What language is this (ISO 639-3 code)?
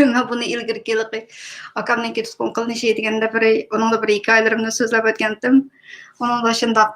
uig